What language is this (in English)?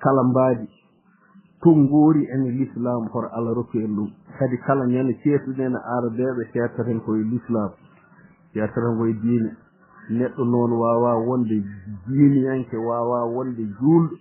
Fula